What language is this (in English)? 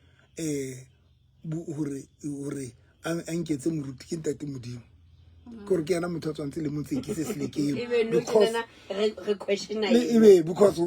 Southern Sotho